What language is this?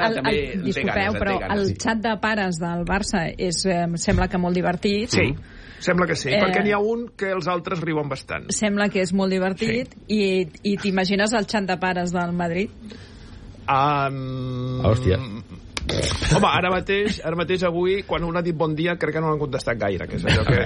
Catalan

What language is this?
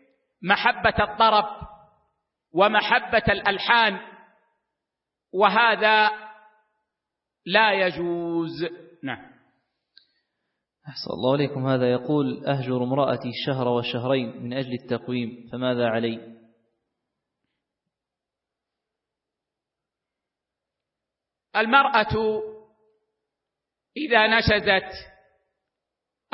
Arabic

